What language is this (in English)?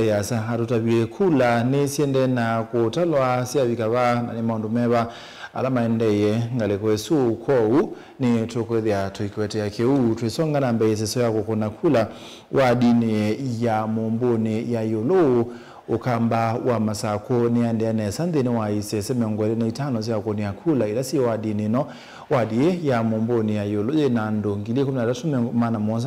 Kamba